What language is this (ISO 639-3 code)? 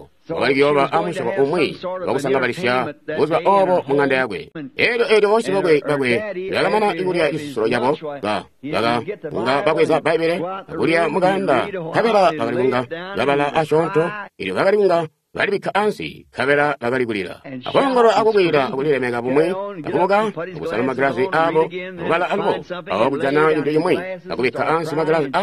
toi